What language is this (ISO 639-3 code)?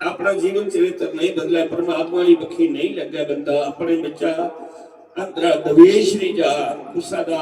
doi